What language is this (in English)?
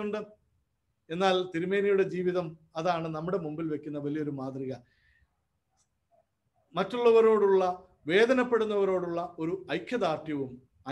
Malayalam